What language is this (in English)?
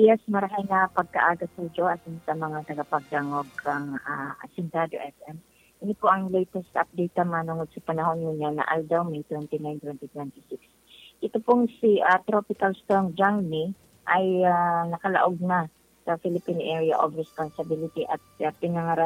Bikol